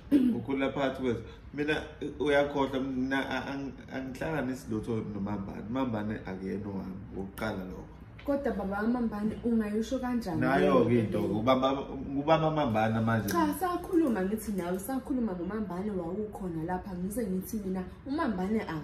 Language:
Zulu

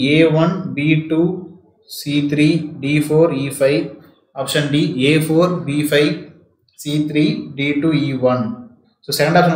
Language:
Tamil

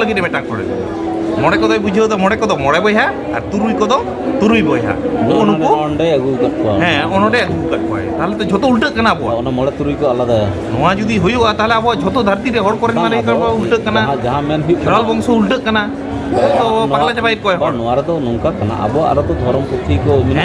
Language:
Santali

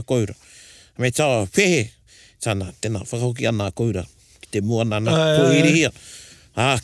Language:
Māori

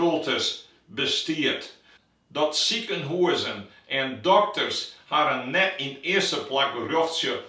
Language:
Western Frisian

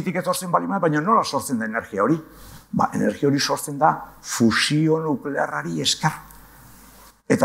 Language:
Basque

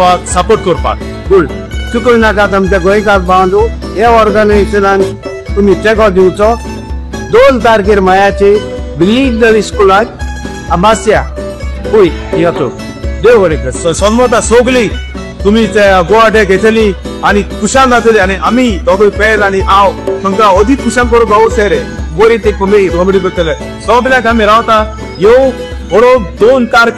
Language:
Konkani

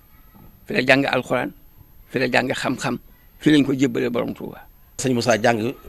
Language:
Wolof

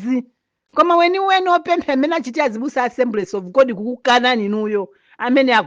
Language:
Nyanja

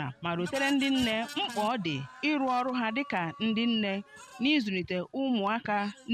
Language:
Igbo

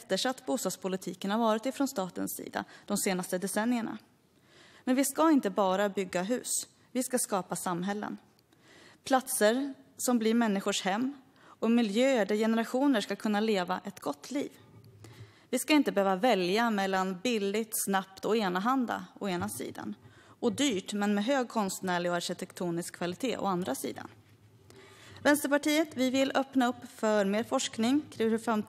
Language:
Swedish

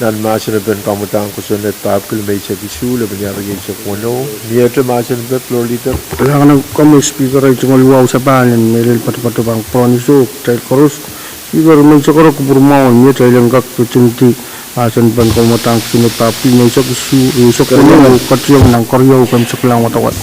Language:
Pohnpeian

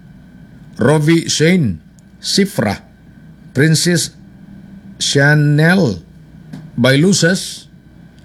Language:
Filipino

